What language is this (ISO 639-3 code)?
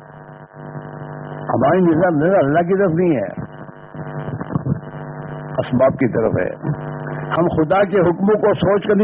urd